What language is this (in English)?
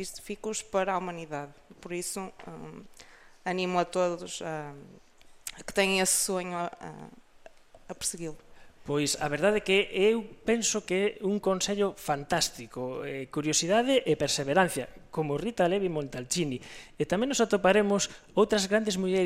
Galician